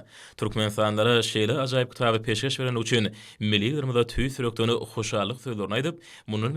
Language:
Turkmen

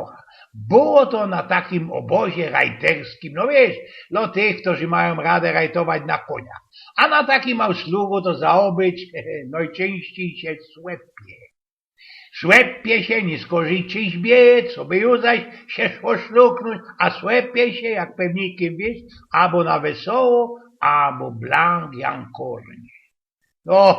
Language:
Silesian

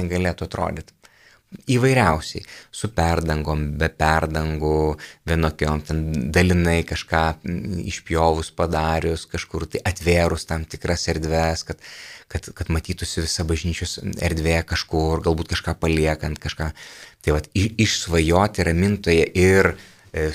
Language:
Lithuanian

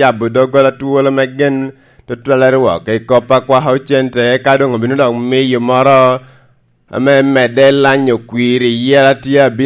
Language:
Lango (Uganda)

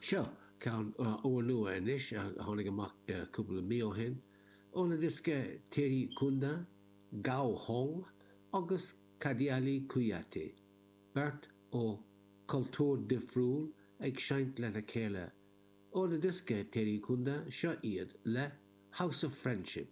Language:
Irish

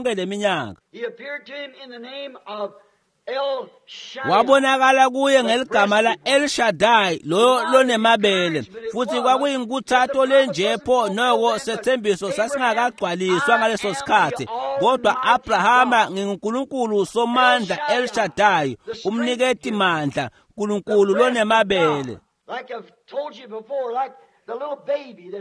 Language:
Swati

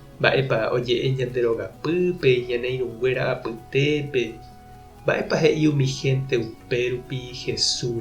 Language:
Guarani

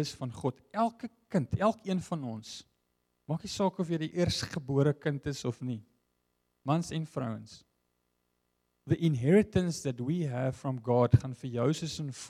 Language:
Afrikaans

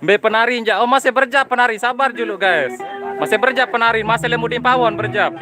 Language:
Sasak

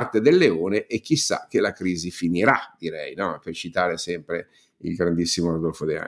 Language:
Italian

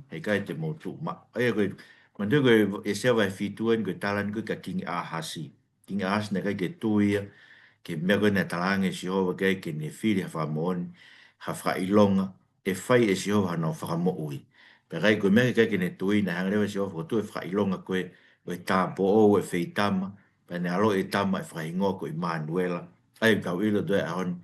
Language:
Tongan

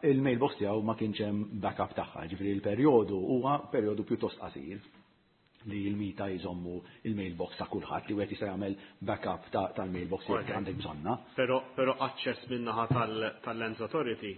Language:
Maltese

